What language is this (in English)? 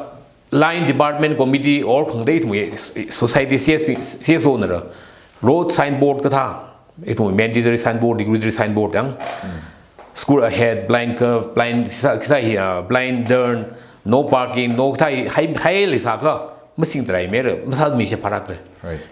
Tangkhul Naga (India)